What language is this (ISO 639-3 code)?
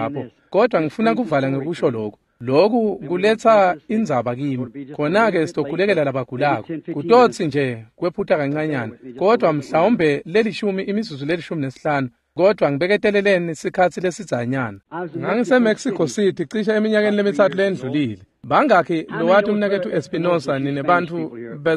ssw